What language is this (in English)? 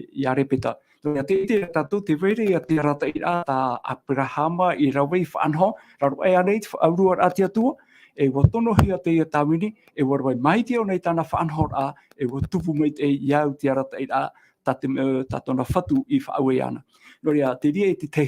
Tahitian